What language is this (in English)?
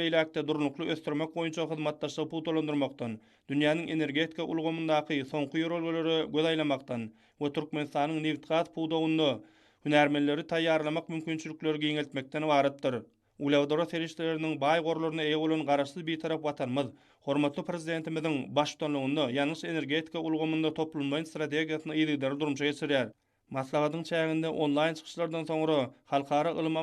Turkmen